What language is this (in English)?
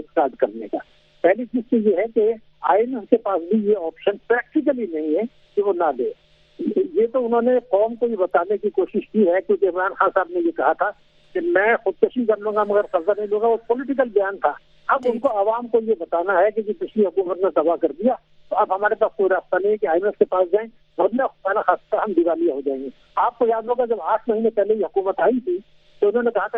Urdu